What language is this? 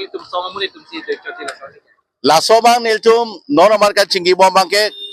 Karbi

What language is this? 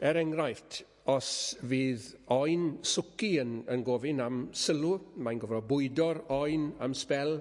Welsh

